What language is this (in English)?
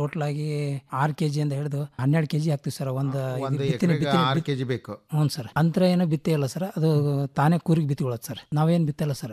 Kannada